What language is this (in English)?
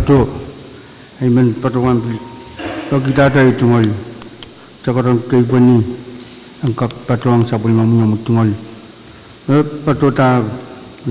Pohnpeian